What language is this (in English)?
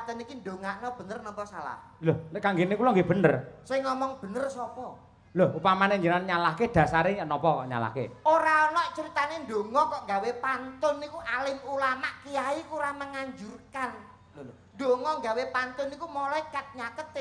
Javanese